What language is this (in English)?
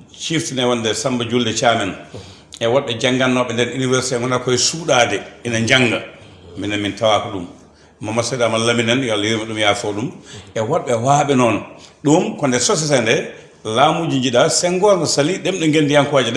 Fula